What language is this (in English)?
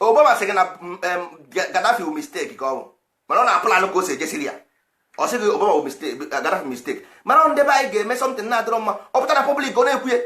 Igbo